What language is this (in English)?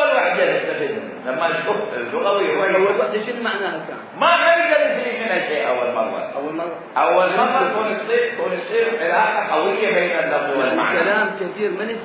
Mesopotamian Arabic